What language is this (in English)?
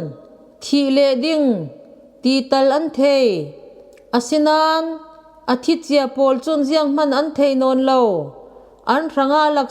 Falam Chin